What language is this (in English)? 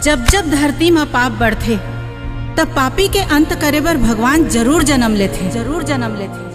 Chhattisgarhi